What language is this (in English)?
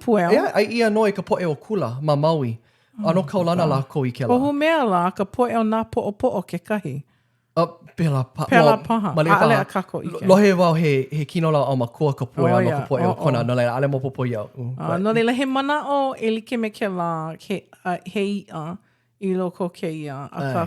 Hawaiian